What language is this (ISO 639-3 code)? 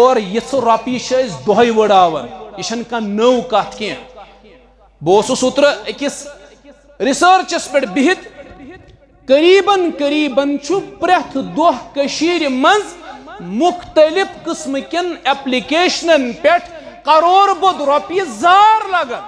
kas